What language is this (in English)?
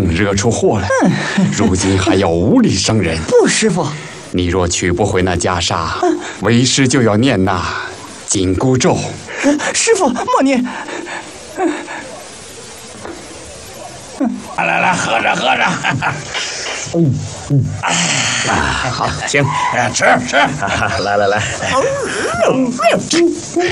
Chinese